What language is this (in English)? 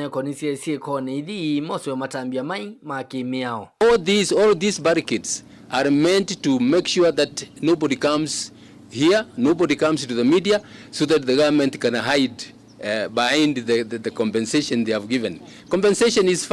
Kamba